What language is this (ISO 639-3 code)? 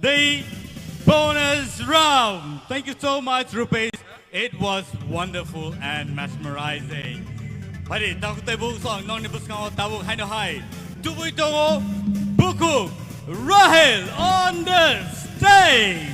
trp